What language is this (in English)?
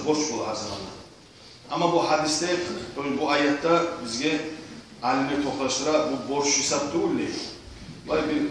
Kumyk